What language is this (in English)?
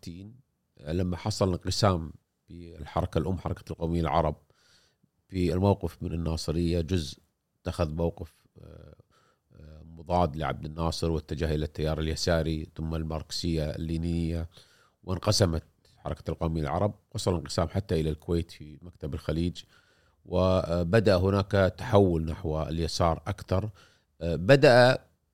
Gulf Arabic